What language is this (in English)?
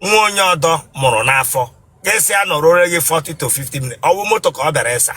Igbo